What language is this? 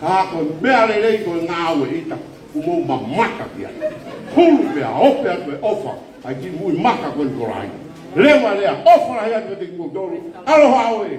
Tongan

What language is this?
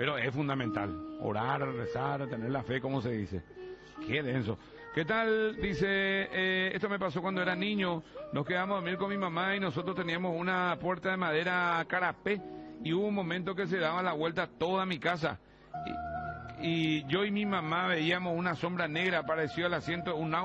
Spanish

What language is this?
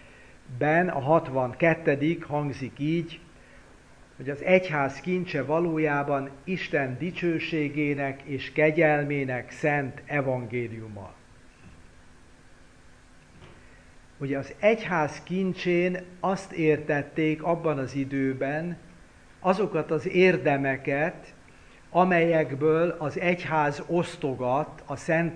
Hungarian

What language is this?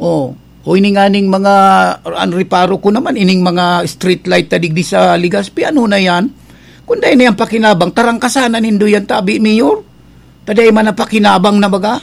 Bikol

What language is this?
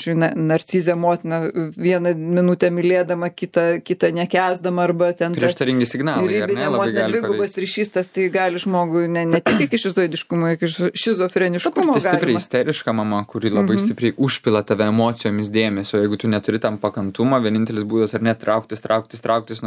Lithuanian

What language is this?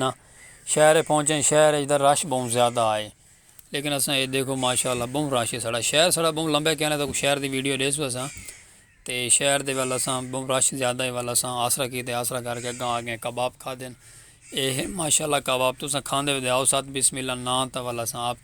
Saraiki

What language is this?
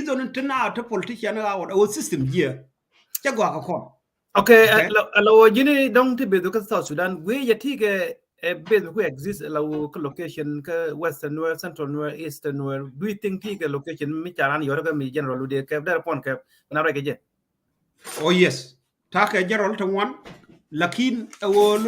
Nuer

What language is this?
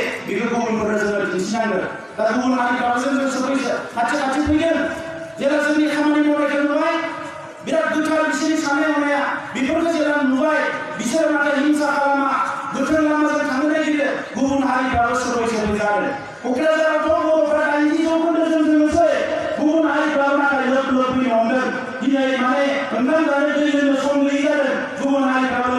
Bodo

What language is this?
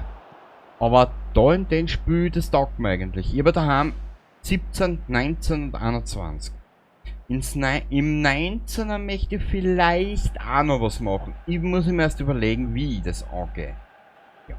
Bavarian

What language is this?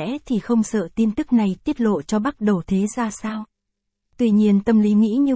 Vietnamese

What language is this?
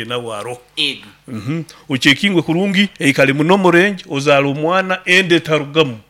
Nyoro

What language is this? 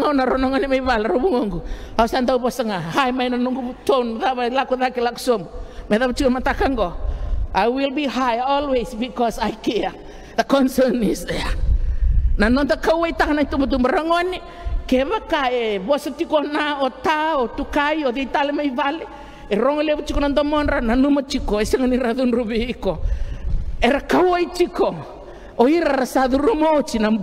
Fijian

